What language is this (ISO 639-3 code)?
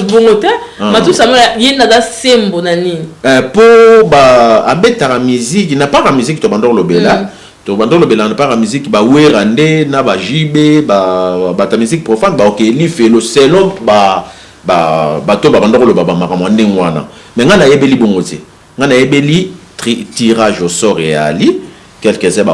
lin